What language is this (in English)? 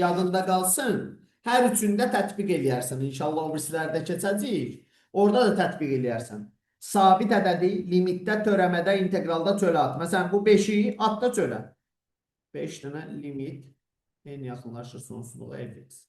Azerbaijani